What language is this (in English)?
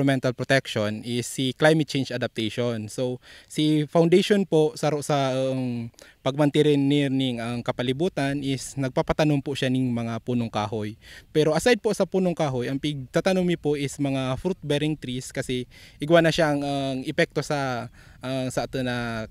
Bikol